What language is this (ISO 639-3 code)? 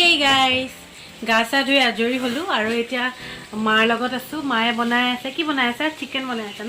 asm